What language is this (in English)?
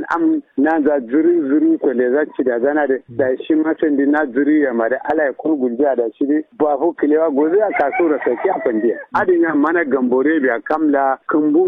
Kanuri